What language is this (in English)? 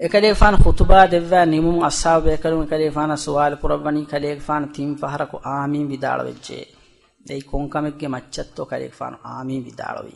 Divehi